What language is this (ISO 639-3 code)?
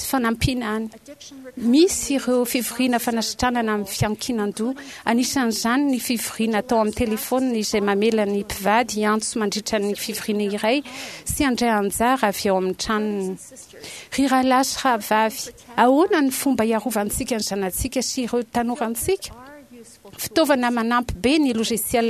mlg